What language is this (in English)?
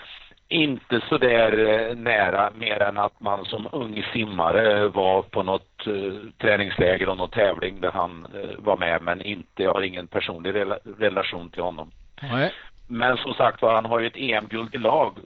Swedish